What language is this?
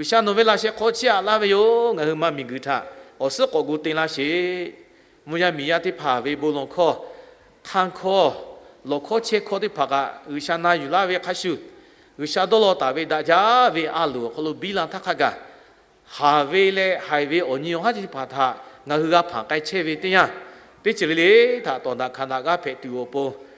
Lahu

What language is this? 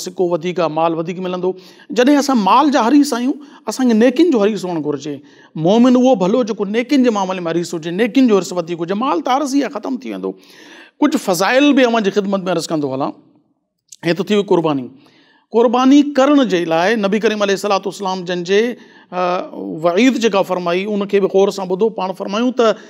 Sindhi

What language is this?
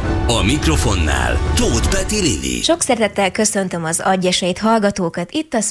Hungarian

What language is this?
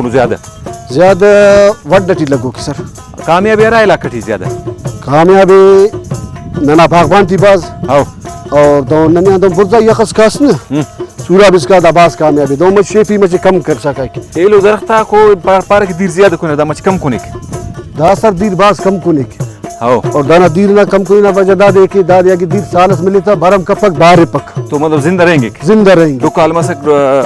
Brahui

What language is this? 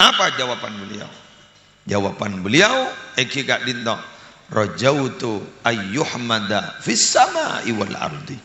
Madurese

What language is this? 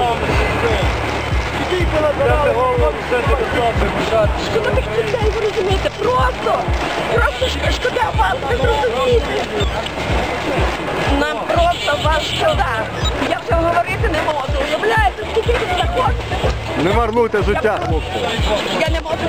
Ukrainian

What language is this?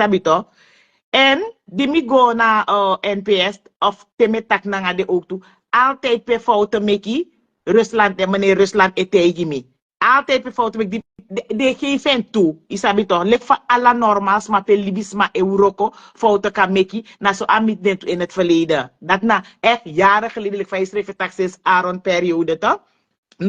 Sranan Tongo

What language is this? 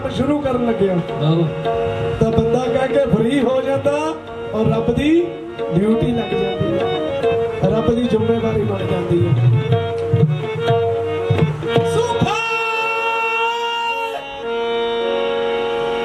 Punjabi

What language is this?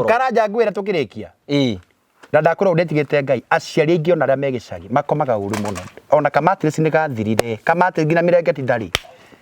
Kikuyu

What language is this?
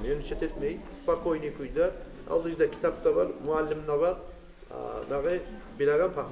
Kumyk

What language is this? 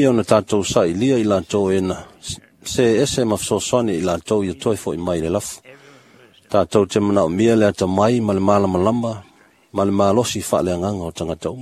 Samoan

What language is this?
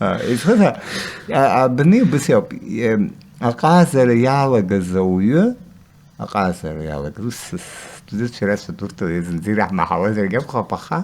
Abkhazian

